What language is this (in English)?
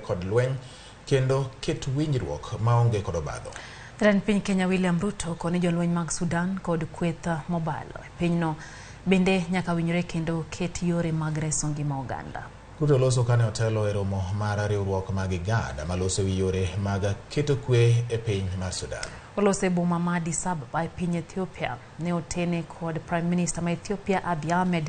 Luo (Kenya and Tanzania)